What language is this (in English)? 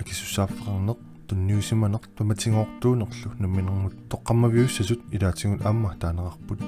Kalaallisut